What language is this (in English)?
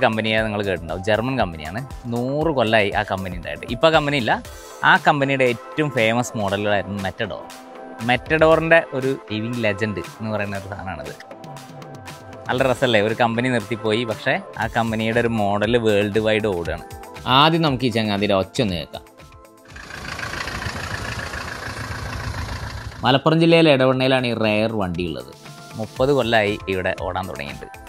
Malayalam